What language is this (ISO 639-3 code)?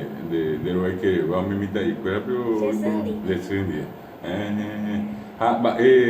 grn